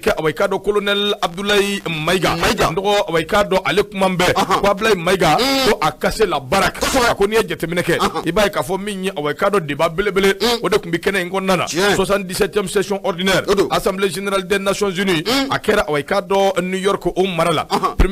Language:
Bambara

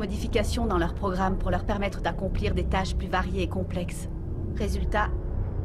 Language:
French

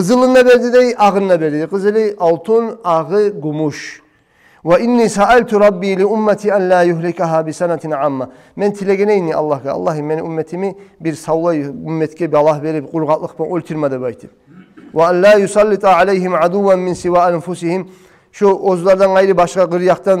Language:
Kumyk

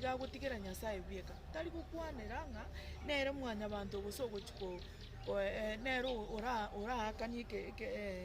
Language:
Gusii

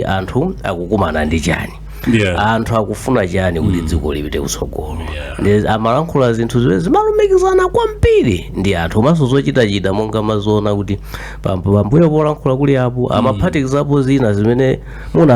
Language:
Nyanja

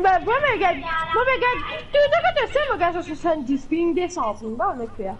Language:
Morisyen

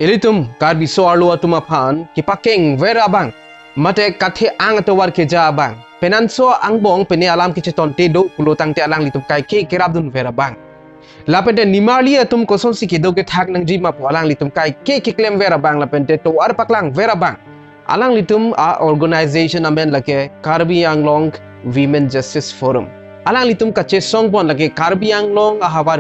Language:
Karbi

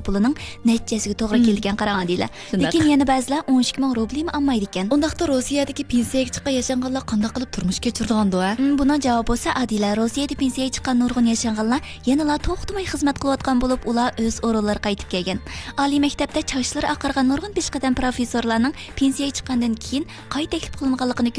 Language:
Uyghur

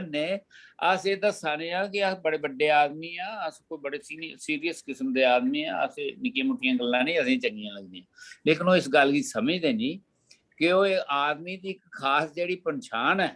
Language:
Dogri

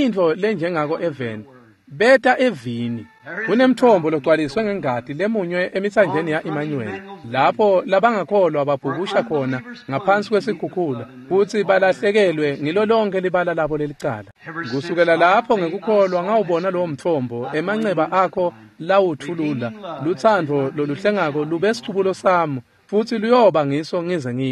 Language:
Swati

